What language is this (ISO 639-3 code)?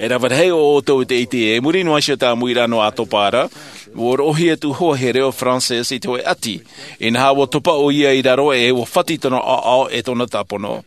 tah